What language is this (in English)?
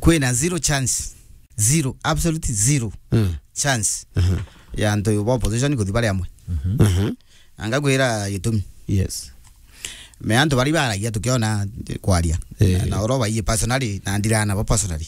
Meru